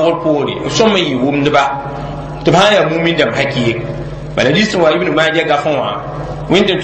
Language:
Mossi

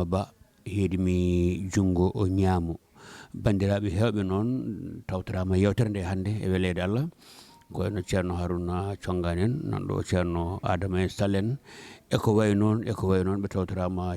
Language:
Fula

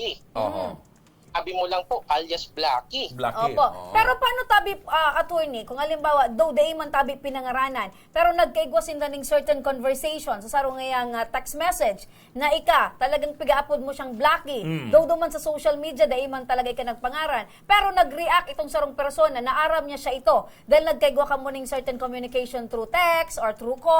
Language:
Bikol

